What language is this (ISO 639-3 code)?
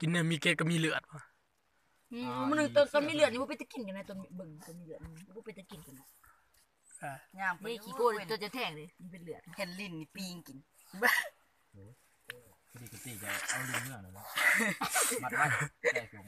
lao